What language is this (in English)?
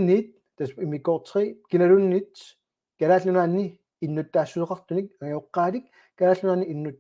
Kalaallisut